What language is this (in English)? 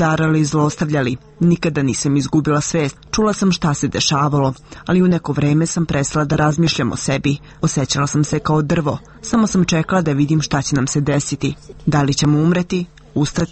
Serbian